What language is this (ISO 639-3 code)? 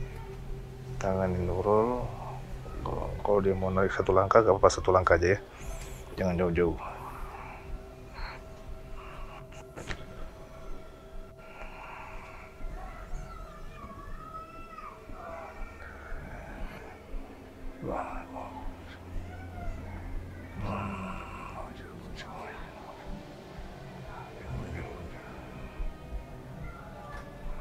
ind